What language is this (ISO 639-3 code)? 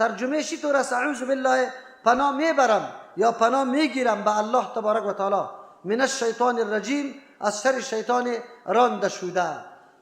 fas